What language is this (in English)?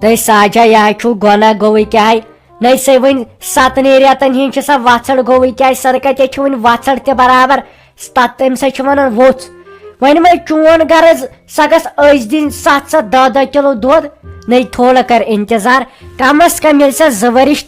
Kashmiri